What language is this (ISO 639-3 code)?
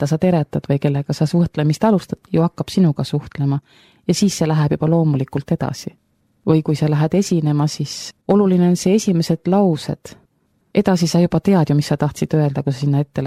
est